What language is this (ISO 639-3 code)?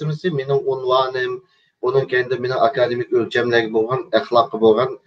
uig